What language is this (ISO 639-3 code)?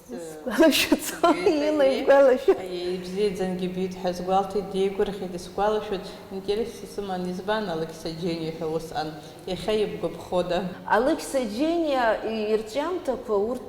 abk